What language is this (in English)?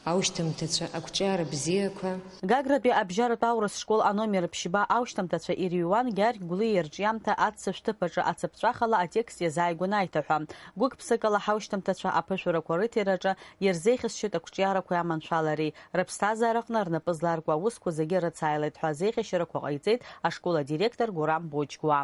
Abkhazian